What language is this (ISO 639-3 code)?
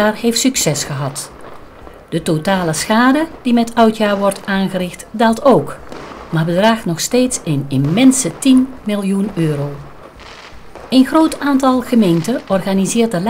nld